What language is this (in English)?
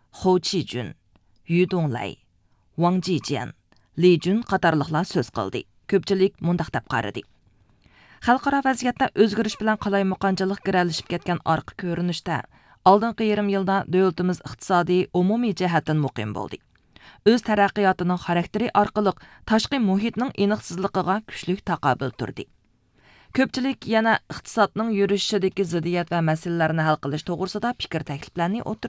Uyghur